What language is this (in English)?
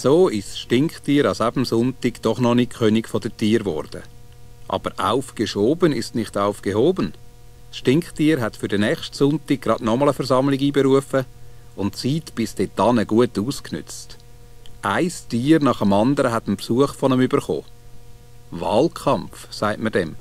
Swiss German